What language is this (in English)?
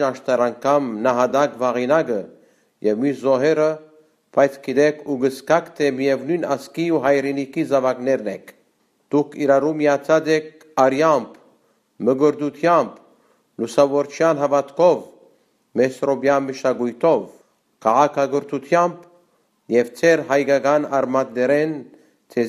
Armenian